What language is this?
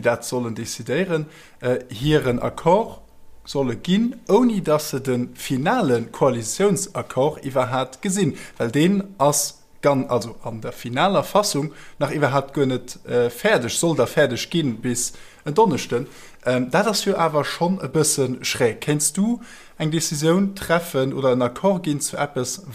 Luxembourgish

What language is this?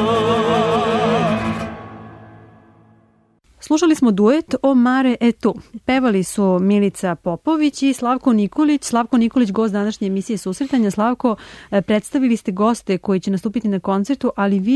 Serbian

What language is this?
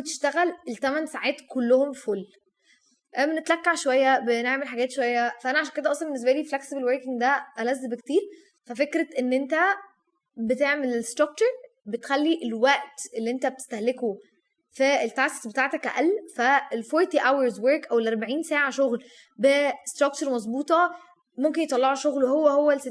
Egyptian Arabic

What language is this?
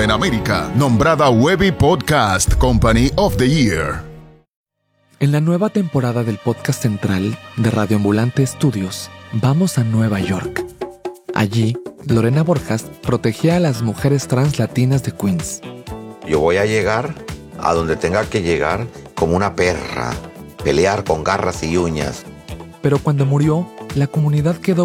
Spanish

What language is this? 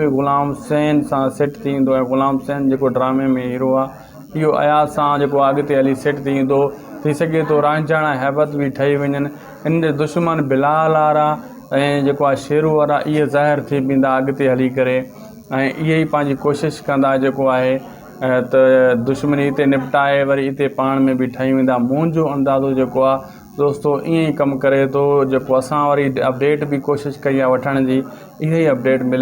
Sindhi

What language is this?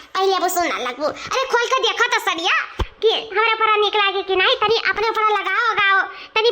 Awadhi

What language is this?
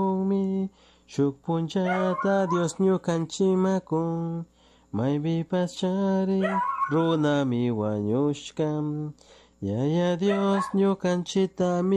Chimborazo Highland Quichua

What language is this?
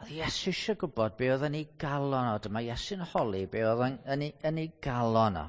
Welsh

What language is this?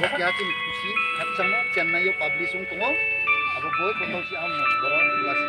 Riang (India)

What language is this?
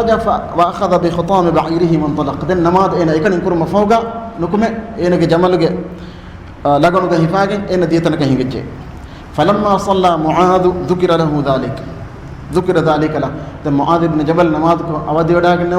Divehi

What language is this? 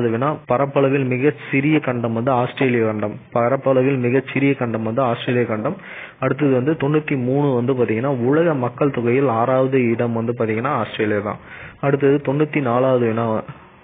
Tamil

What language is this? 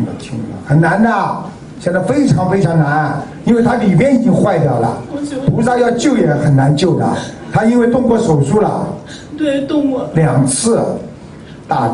Chinese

